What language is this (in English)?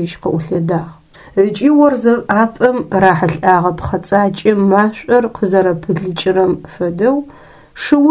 Adyghe